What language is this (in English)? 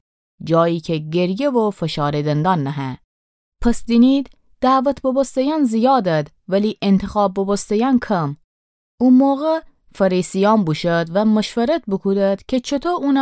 Gilaki